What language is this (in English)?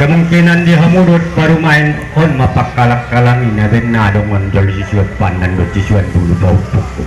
Batak Angkola